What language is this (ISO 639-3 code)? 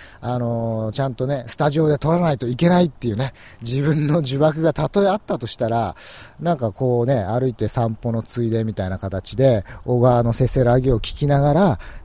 jpn